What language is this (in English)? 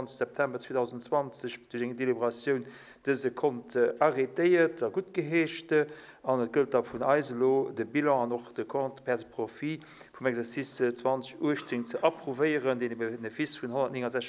Luxembourgish